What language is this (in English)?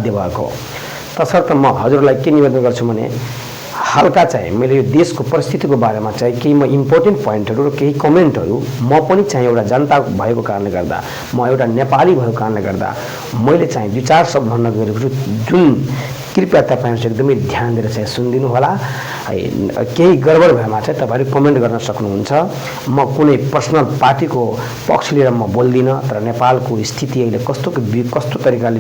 Nepali